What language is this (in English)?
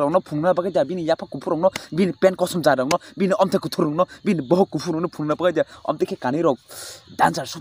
Kok Borok